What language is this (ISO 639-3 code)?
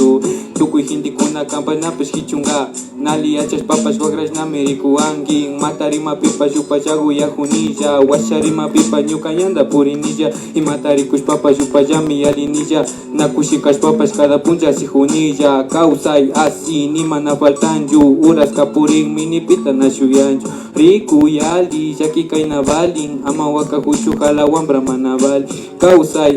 qvi